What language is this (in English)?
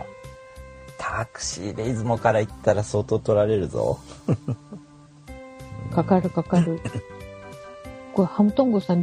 Japanese